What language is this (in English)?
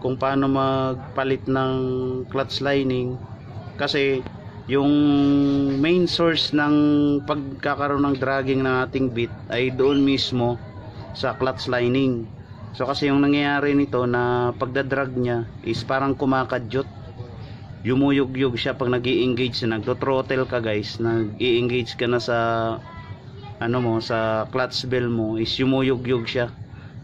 Filipino